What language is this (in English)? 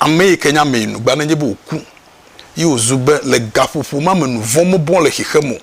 Ewe